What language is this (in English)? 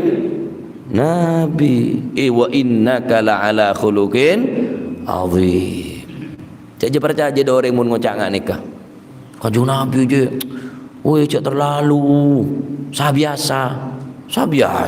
Madurese